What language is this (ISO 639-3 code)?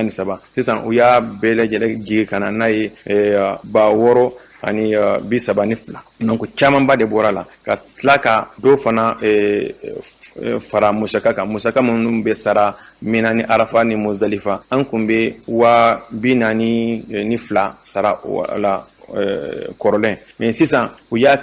bam